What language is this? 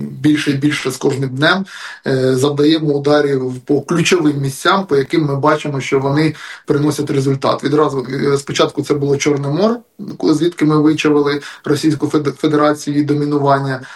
Ukrainian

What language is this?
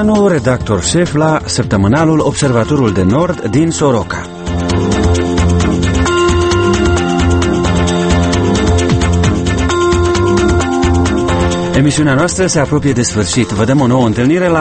Romanian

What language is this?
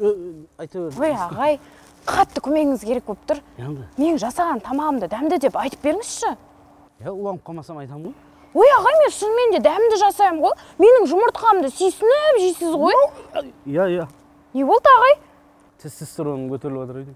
Kazakh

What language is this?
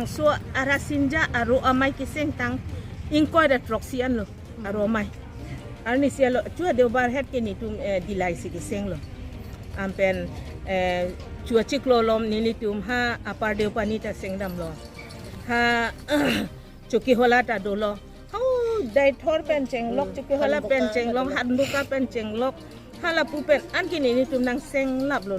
Karbi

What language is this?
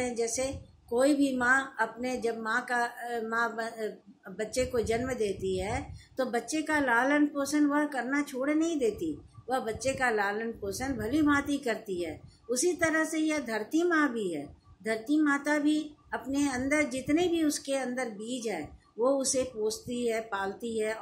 Hindi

